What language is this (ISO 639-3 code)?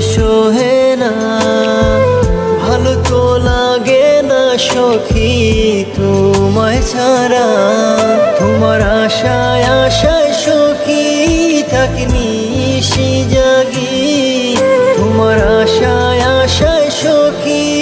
ben